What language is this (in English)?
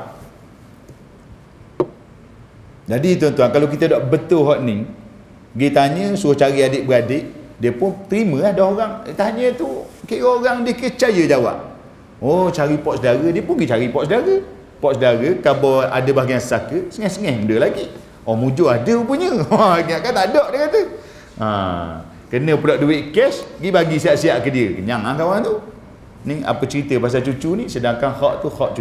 Malay